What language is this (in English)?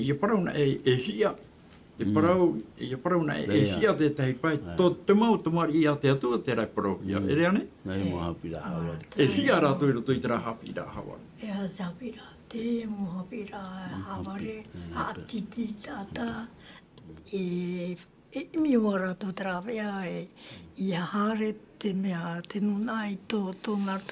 Tahitian